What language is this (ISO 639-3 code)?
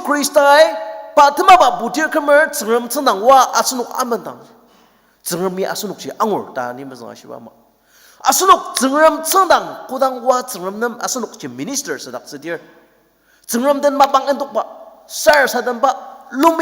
njo